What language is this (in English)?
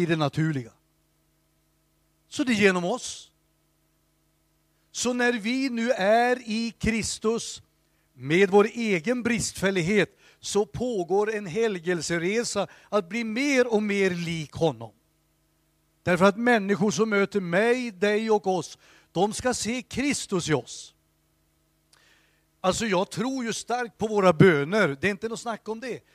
Swedish